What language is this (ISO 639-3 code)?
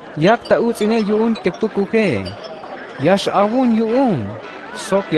tzh